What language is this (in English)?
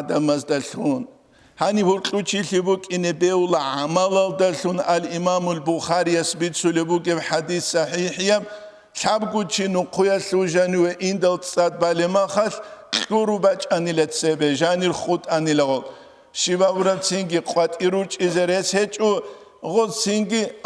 Avaric